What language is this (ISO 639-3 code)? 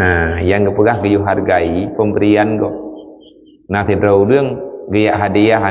ace